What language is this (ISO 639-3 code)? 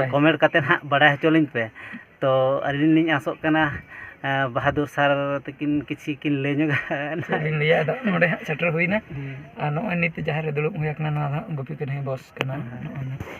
sat